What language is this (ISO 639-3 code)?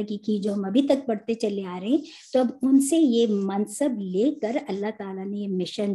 urd